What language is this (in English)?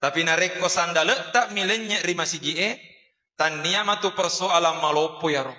Buginese